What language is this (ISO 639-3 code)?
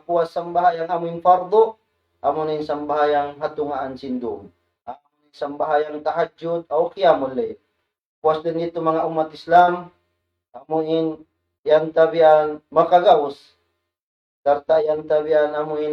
tsg